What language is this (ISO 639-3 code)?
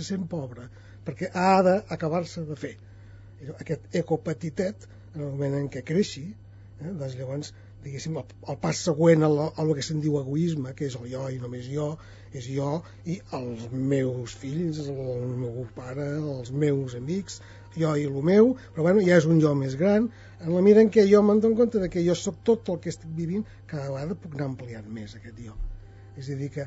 cat